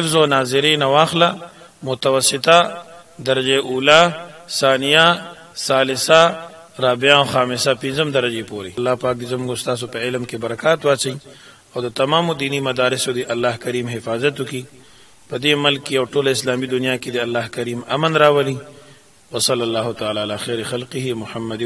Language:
Pashto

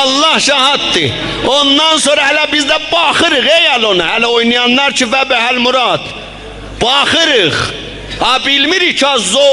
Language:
South Azerbaijani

